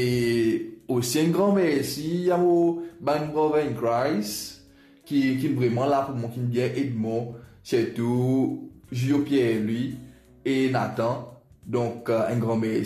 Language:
Morisyen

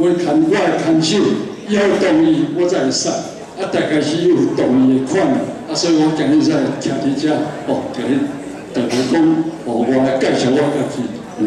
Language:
Min Nan Chinese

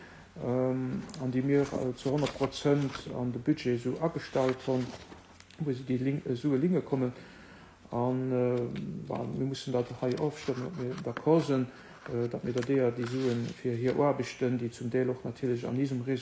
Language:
Luxembourgish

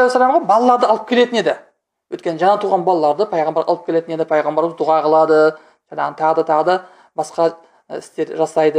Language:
Kazakh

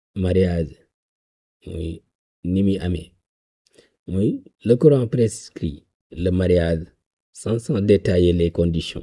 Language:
Wolof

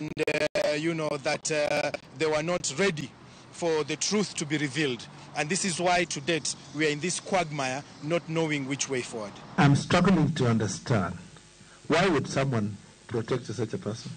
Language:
Luo (Kenya and Tanzania)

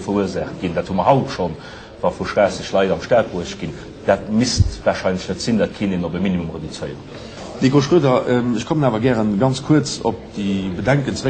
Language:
Luxembourgish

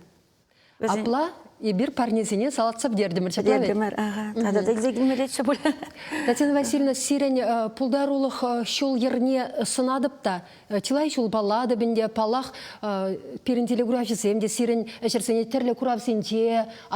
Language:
Chuvash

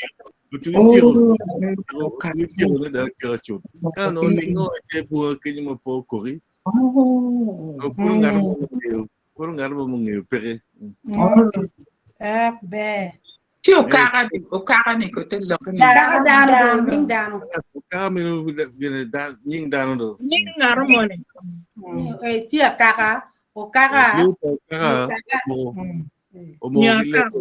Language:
Acoli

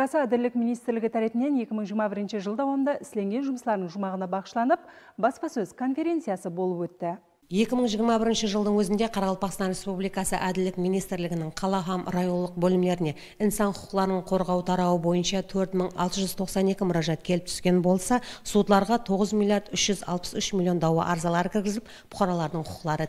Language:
Kara-Kalpak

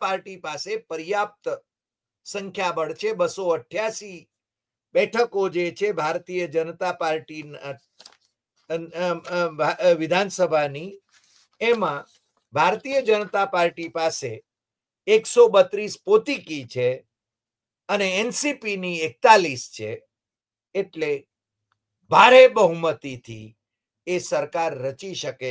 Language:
Gujarati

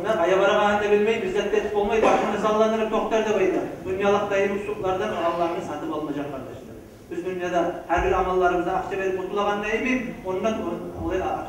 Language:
Kumyk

